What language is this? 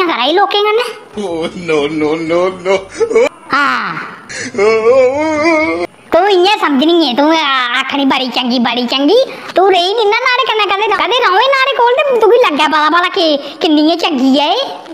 Dogri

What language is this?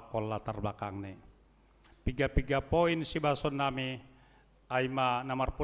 Batak Simalungun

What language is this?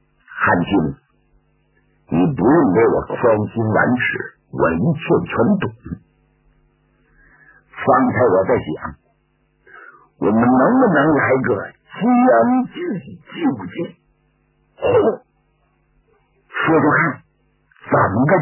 Chinese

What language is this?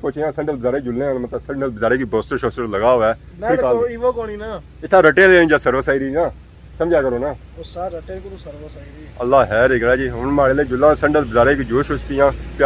Pahari-Potwari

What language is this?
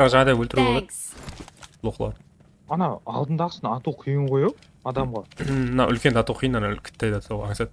Kara-Kalpak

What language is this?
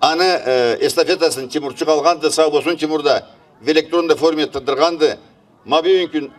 Karachay-Balkar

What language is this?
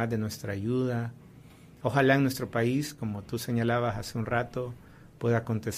Spanish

